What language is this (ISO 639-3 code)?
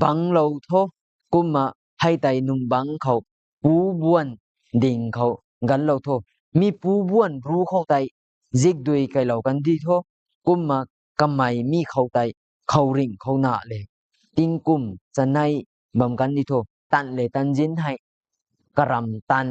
nbu